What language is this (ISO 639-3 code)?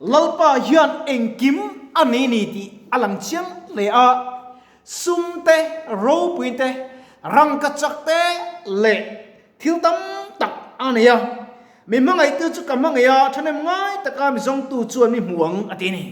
lus